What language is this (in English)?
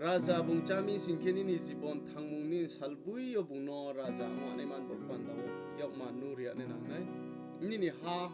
Riang (India)